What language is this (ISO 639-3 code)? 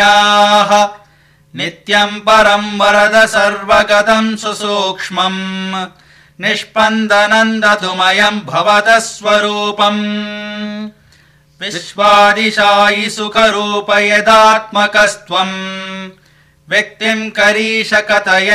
san